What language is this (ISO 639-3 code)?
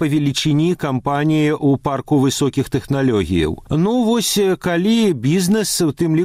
bel